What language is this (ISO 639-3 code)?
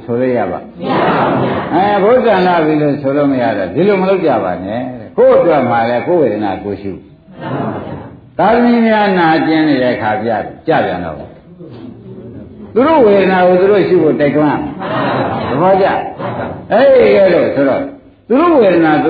mya